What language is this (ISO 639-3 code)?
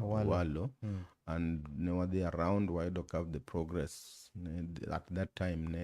luo